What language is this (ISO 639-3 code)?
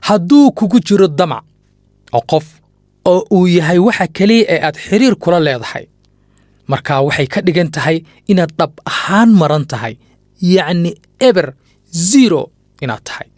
som